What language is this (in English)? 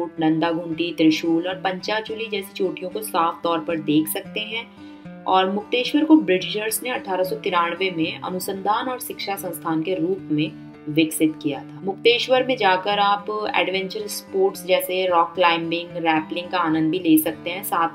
Hindi